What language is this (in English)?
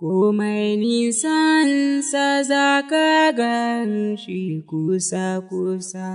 Hausa